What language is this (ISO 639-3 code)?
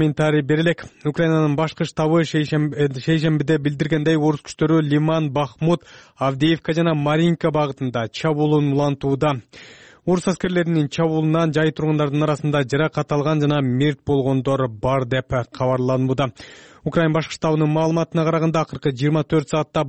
kir